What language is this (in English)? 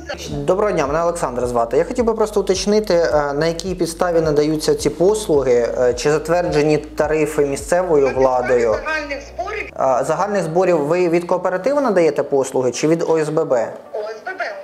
Ukrainian